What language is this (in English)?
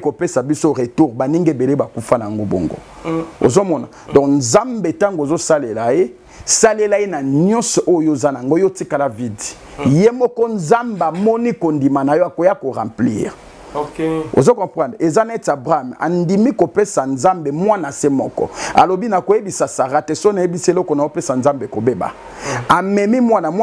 Lingala